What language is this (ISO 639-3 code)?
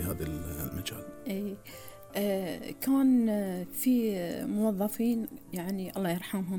afb